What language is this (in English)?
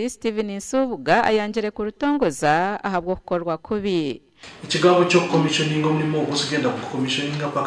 Nyankole